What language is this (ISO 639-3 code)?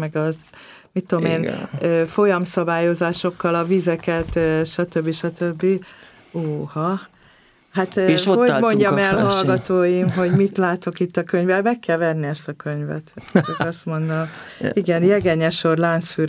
hun